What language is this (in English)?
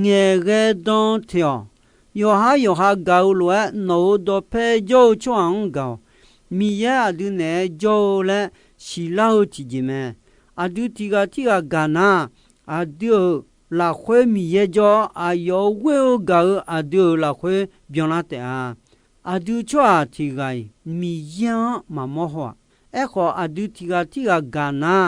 Akha